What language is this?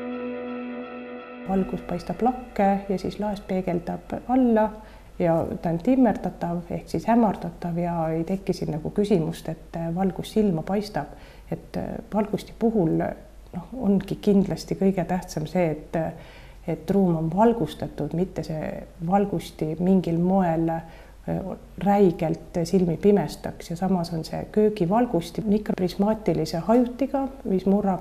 Estonian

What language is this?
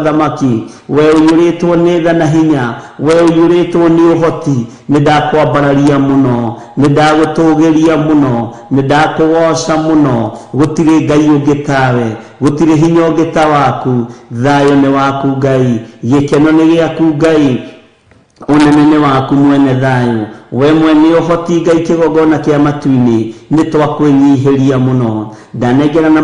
Kikuyu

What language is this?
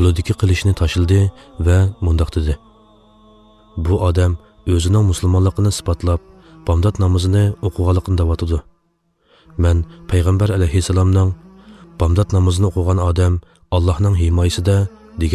Uyghur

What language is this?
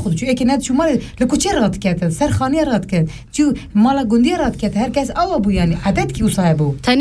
Kurdish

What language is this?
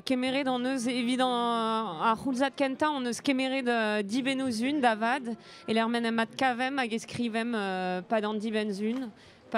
Breton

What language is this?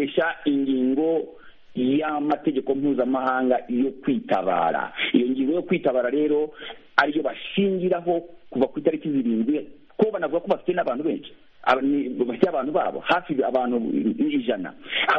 Kinyarwanda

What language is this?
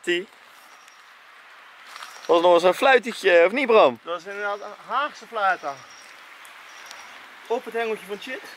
Dutch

